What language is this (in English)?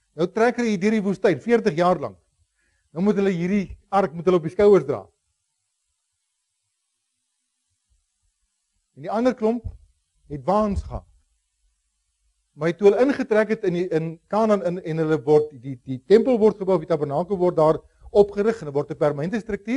Afrikaans